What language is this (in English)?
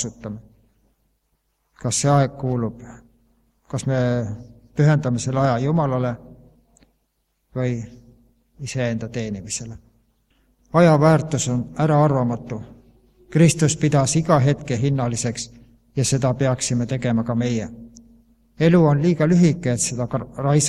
Estonian